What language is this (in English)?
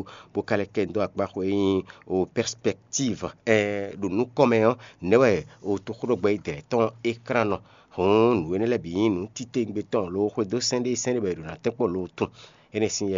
Fon